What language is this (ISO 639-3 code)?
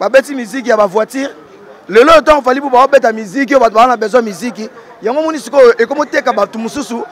lin